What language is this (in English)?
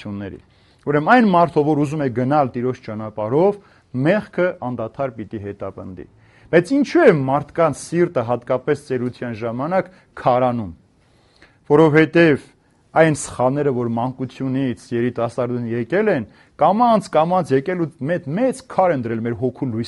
Armenian